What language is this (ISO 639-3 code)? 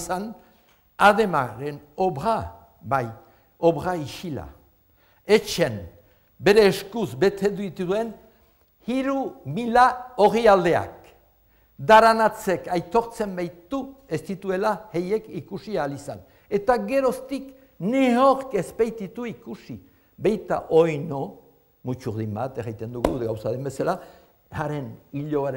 eus